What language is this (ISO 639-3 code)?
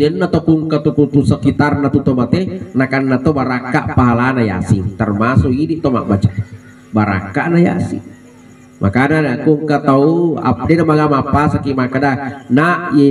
bug